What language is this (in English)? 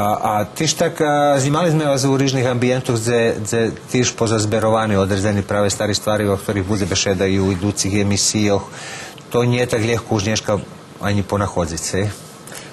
Rusyn